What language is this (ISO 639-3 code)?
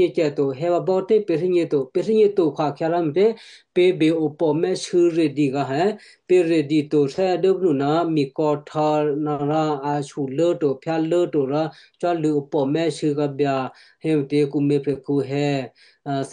kyu